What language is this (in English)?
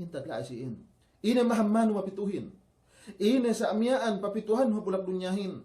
Yakan